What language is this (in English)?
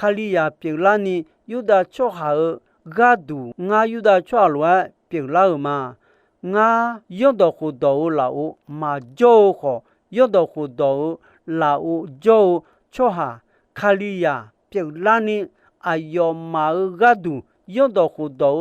Akha